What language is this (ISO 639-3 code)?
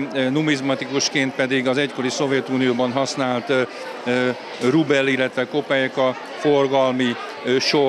hun